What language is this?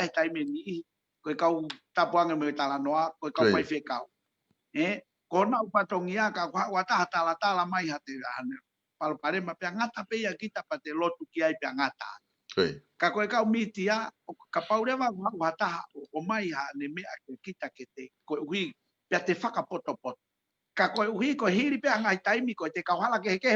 Tongan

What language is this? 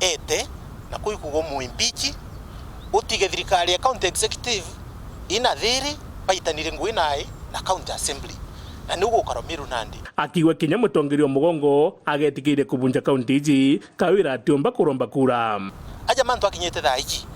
Meru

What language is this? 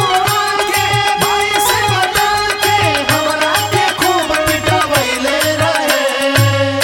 Bhojpuri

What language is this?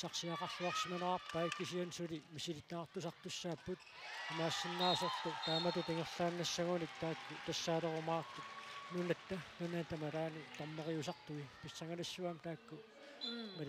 Kalaallisut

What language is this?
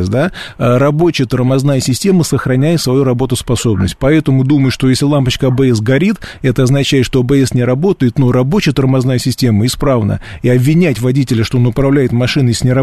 Russian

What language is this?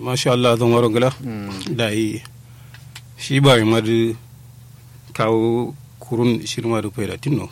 Kanuri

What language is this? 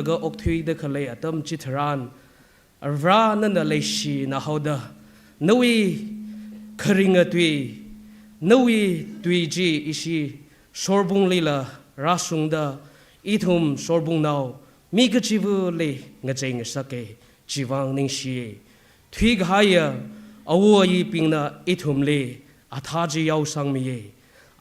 Tangkhul Naga (India)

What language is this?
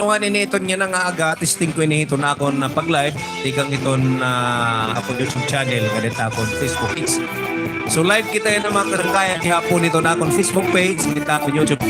Waray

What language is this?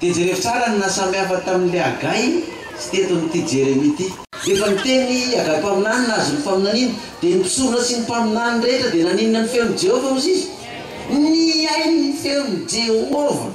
Malagasy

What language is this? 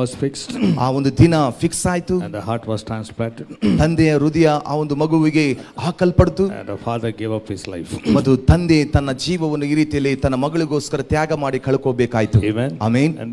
Kannada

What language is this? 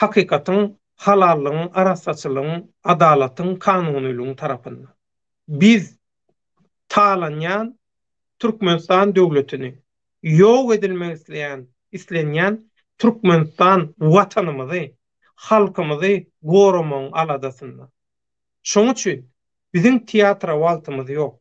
Turkmen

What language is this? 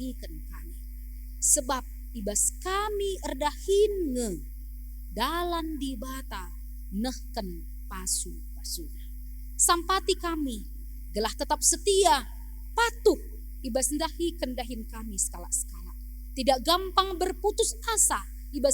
Batak Karo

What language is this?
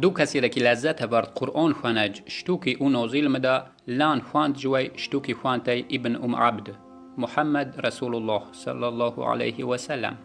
Yazgulyam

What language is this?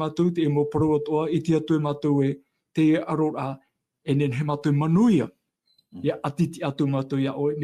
Tahitian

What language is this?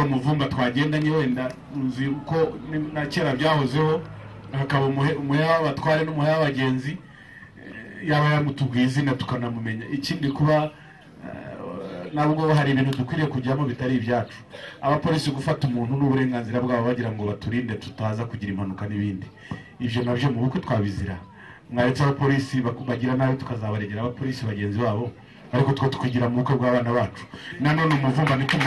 Kinyarwanda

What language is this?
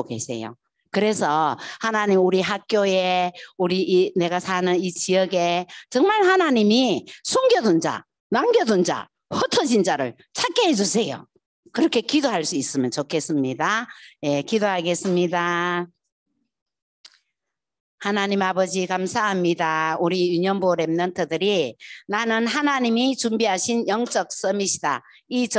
Korean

